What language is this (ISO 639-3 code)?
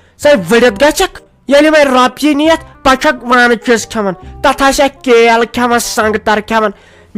kas